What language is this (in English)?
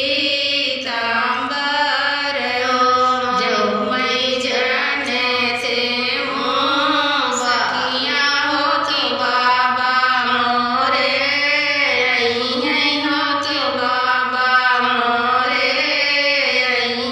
Bhojpuri